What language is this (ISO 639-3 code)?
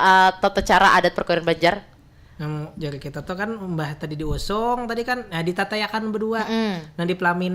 bjn